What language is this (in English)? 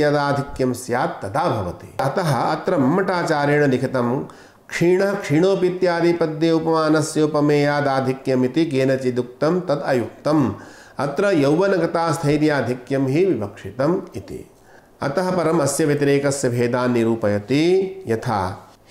Sanskrit